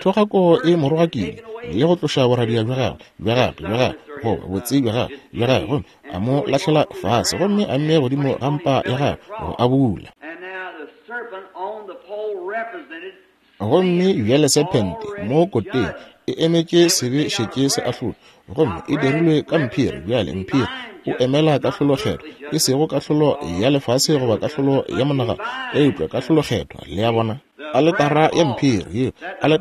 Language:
Northern Sotho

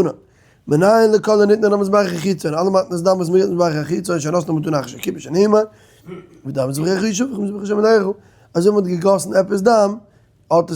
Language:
Yiddish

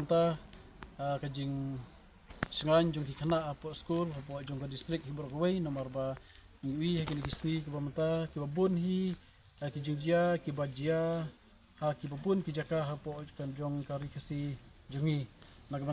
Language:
Khasi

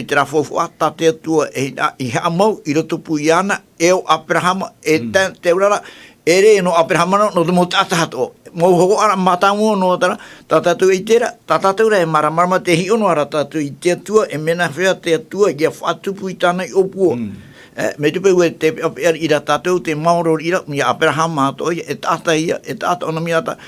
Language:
Tahitian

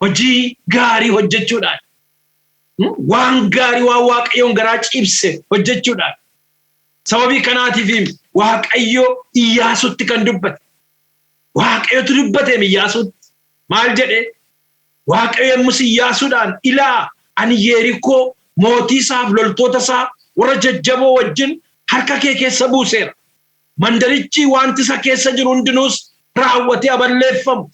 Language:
Oromo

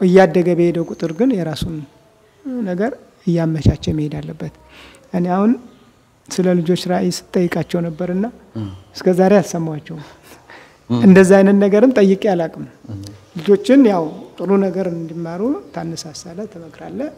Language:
Amharic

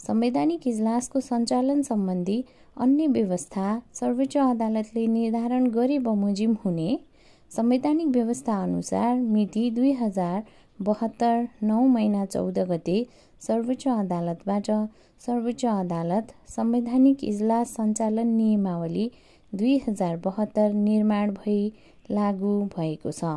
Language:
Nepali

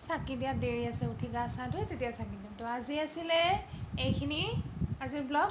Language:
Assamese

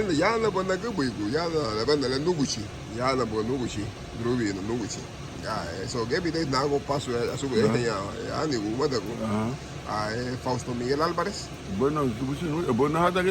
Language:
Garifuna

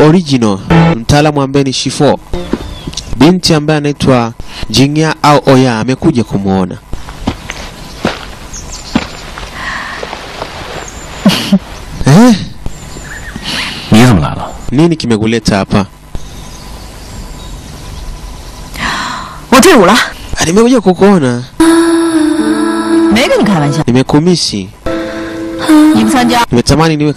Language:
Swahili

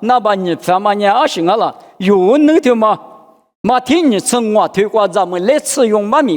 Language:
Lisu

